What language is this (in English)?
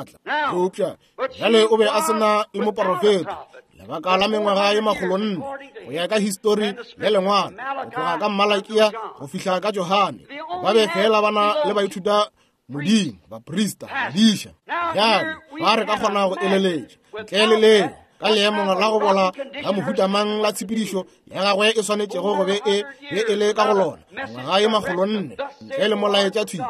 Northern Sotho